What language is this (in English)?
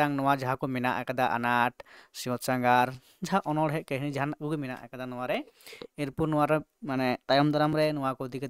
Santali